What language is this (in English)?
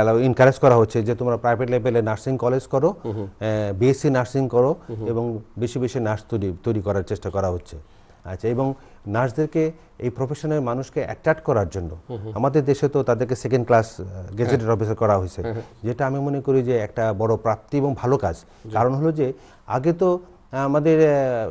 Bangla